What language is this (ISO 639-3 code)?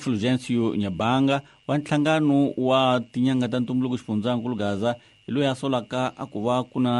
tso